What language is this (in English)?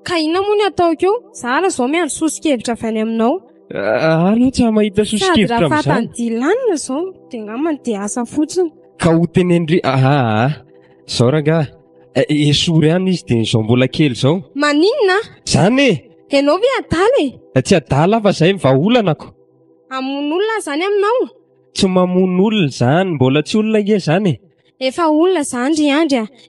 Malagasy